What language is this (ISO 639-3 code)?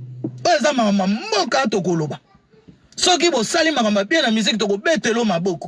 lin